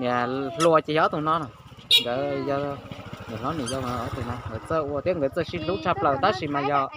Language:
Hmong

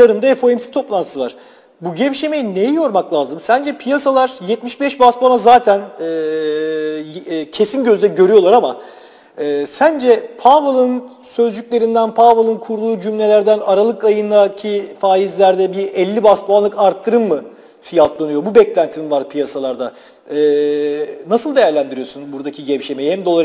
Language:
Turkish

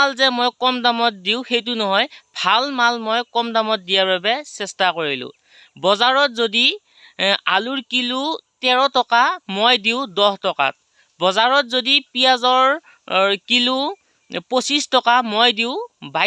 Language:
Assamese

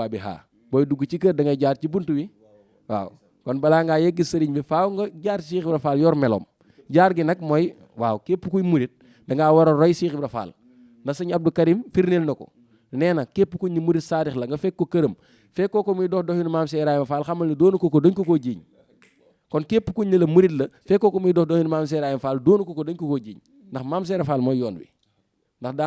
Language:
Wolof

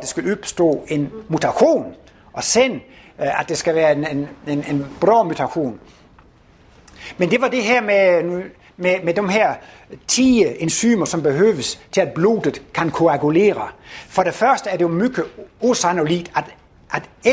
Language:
Danish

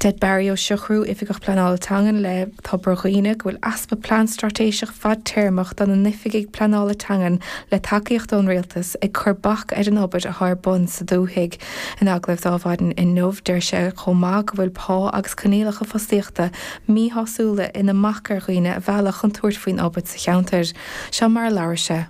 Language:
Irish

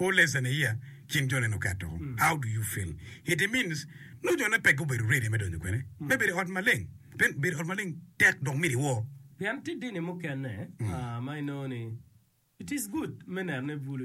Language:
Acoli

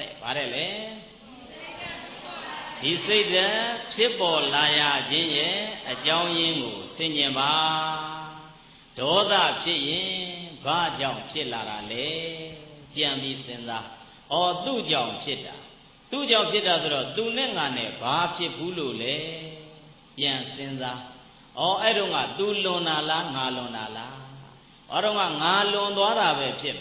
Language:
Burmese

